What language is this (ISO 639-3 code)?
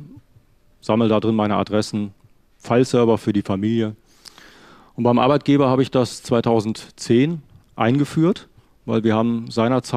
deu